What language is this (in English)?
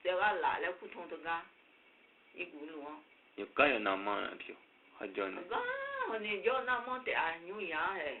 Akha